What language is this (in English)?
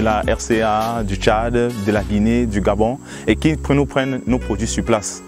French